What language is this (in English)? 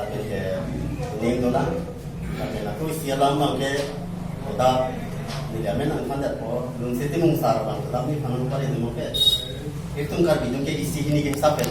Karbi